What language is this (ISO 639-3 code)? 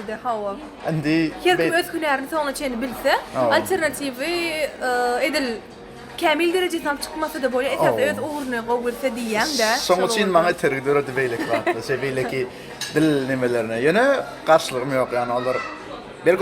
tuk